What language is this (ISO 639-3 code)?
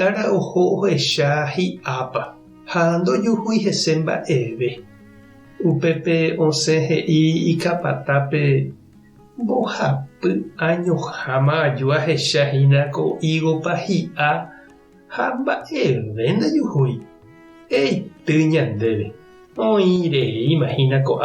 grn